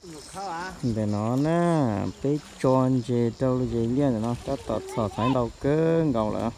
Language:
Hmong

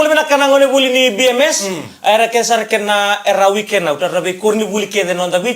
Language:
Fijian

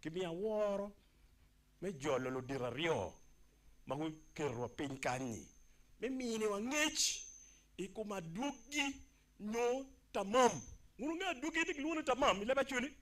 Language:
Acoli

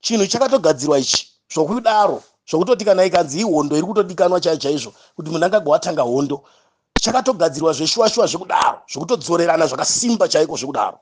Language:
Shona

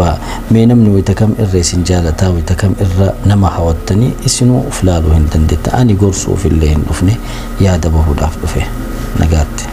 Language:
Oromo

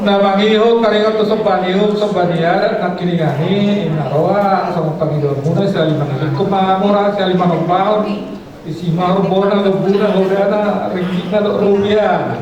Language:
Batak Toba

